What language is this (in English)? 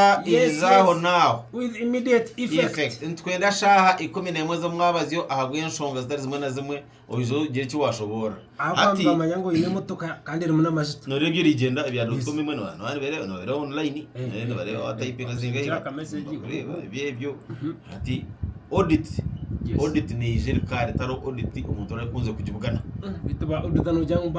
Nyankole